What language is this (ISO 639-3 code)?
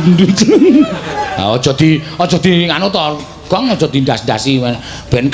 jav